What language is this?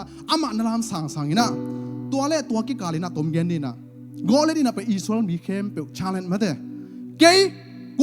Tedim Chin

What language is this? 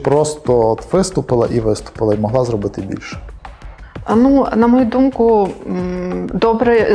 Ukrainian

